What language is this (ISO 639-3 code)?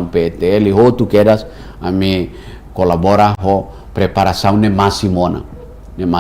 tet